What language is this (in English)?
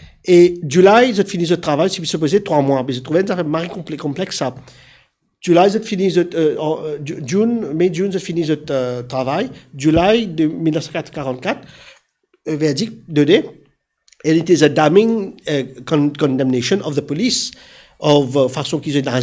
Morisyen